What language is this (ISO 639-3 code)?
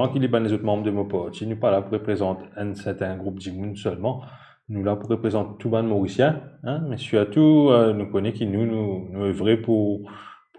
mfe